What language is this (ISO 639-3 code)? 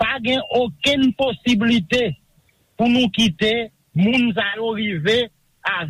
hat